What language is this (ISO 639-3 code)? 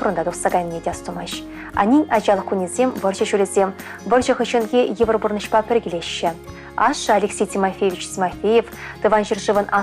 chv